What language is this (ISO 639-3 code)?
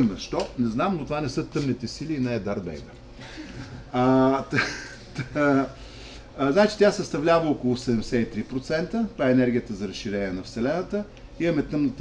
bul